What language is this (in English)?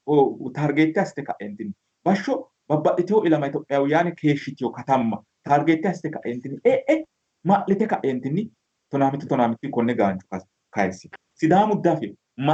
Sidamo